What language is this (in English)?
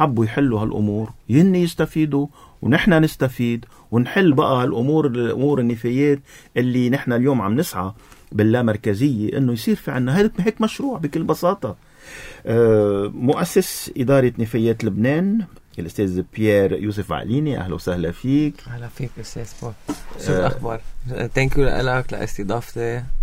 North Levantine Arabic